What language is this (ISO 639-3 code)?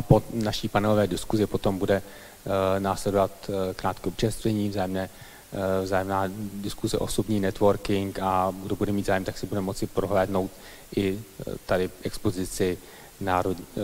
ces